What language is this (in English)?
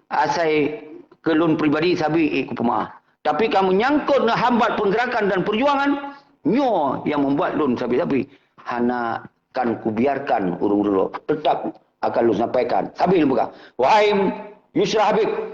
Achinese